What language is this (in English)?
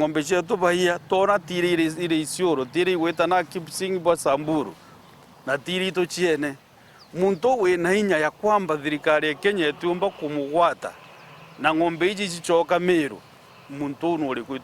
Meru